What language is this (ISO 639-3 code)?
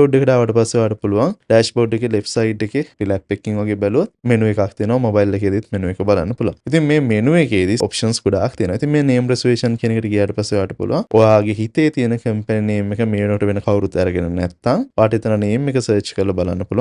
sin